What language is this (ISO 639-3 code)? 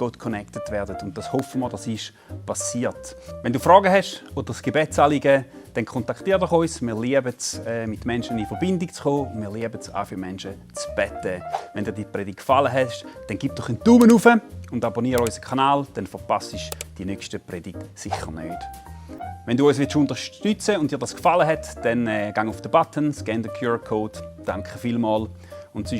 gsw